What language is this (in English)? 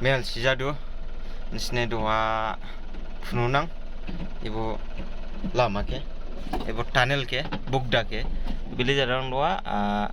Dimasa